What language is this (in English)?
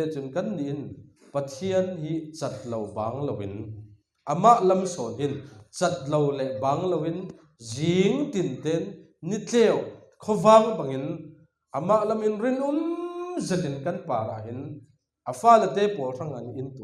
Falam Chin